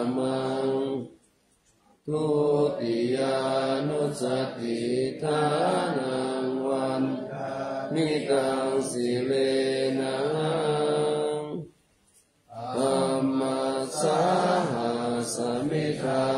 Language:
Pali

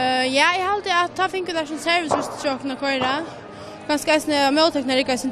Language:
Faroese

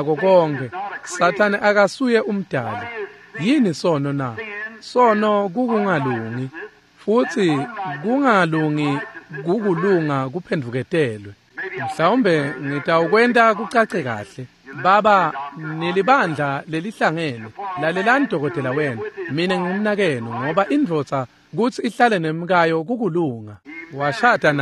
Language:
Swati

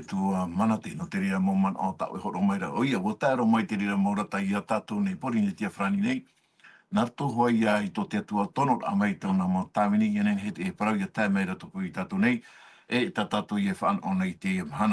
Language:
Tahitian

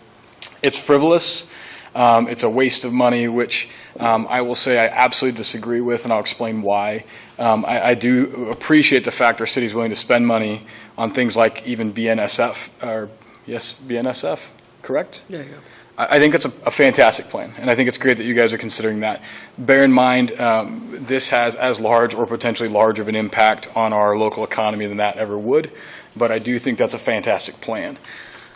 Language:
English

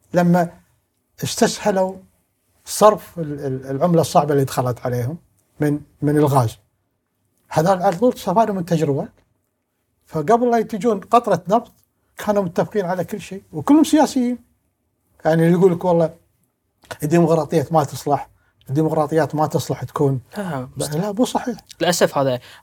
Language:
Gulf Arabic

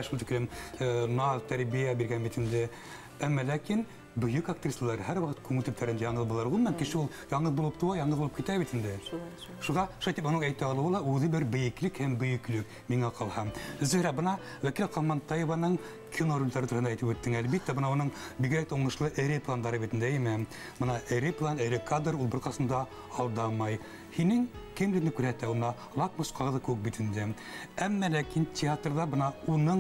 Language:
Bashkir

